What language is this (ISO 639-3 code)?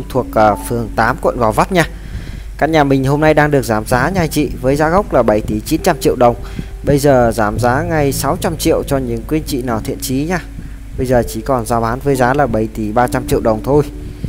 vie